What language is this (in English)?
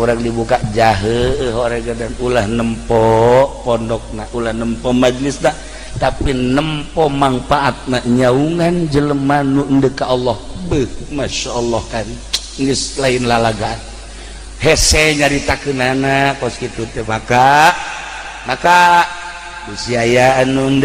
Sundanese